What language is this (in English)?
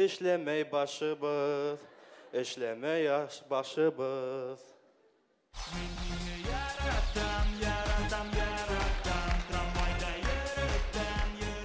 Bashkir